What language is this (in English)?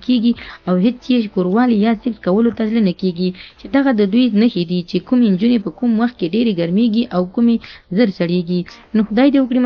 Pashto